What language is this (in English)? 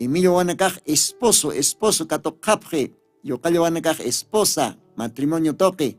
Aymara